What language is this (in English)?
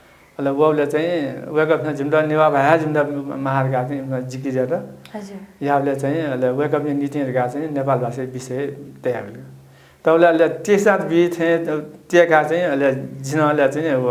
Newari